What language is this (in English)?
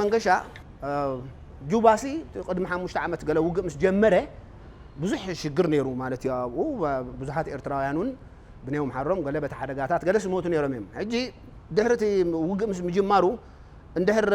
Tigrinya